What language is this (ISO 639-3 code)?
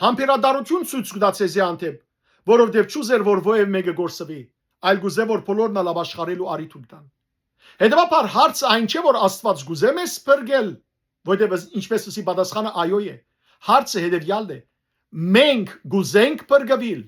hyw